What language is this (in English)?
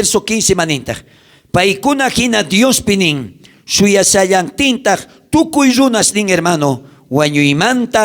South Bolivian Quechua